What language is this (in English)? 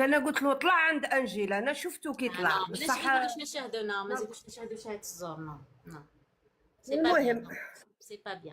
Algerian Arabic